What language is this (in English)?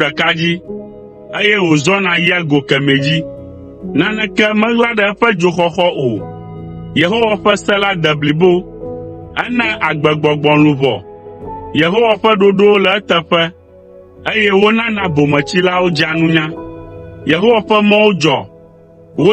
Ewe